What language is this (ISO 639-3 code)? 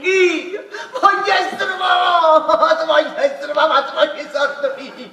nap